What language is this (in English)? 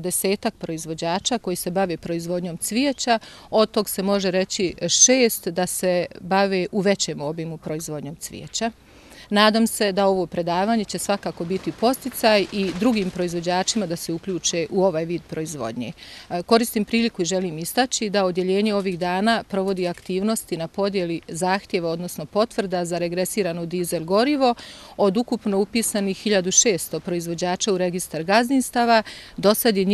Bosnian